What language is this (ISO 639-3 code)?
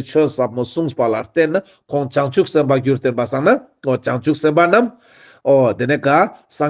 lbj